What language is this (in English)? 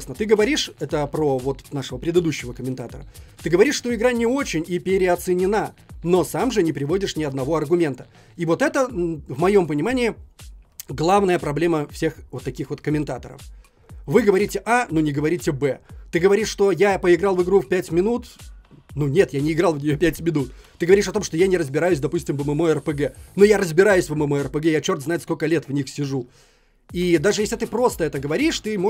Russian